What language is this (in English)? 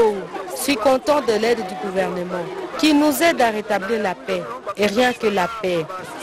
French